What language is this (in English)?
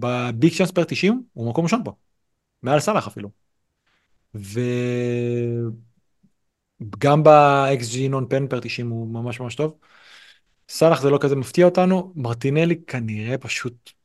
Hebrew